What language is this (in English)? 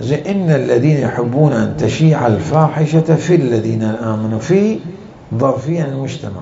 Mesopotamian Arabic